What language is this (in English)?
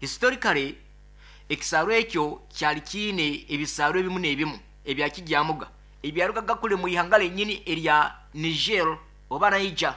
Nyoro